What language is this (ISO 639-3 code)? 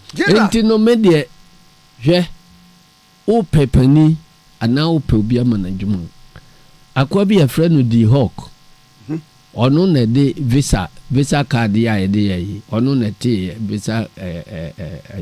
aka